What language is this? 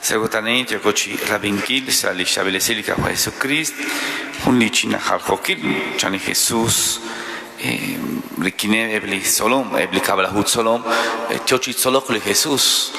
Kekchí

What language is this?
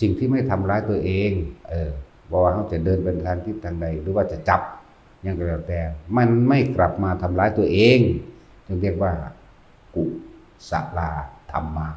Northeastern Thai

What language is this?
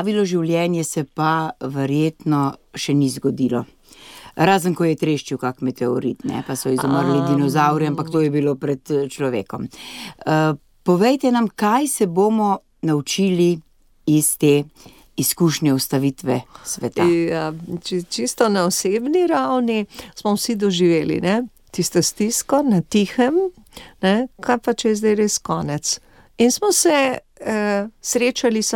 Slovenian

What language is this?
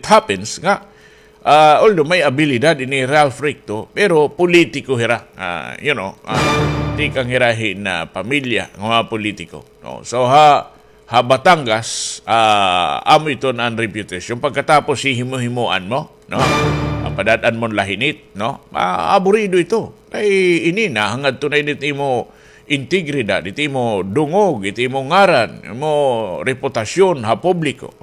Waray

